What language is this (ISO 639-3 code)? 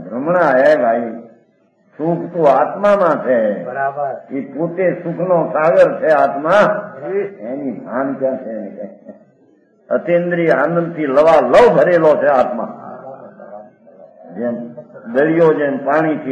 guj